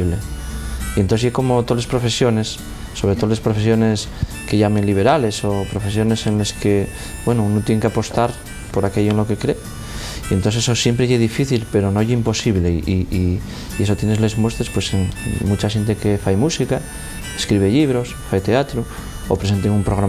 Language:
Asturian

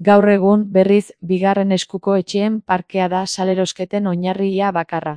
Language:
Basque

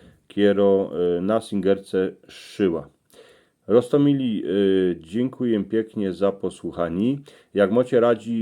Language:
Silesian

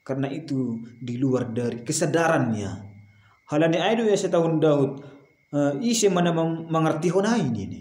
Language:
Batak Simalungun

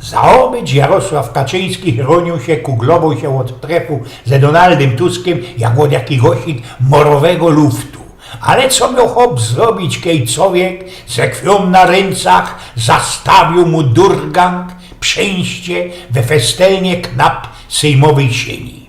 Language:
Silesian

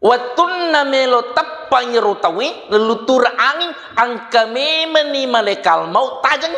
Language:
Buginese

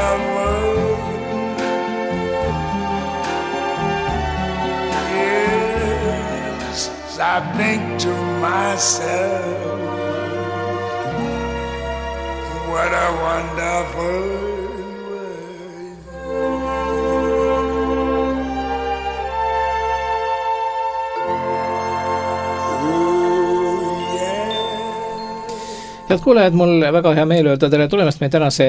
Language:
Estonian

